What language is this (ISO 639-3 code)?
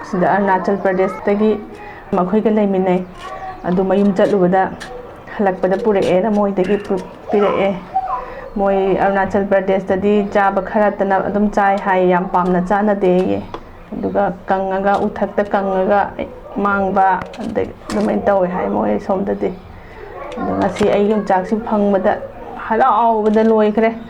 mni